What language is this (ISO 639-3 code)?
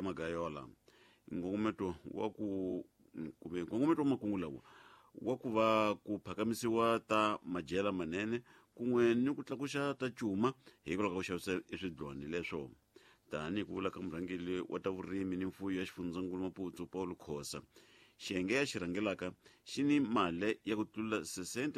tso